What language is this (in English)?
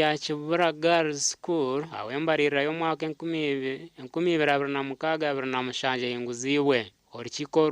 Nyankole